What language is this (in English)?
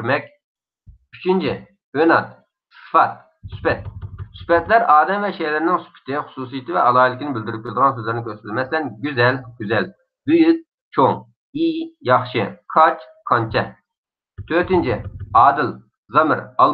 Uyghur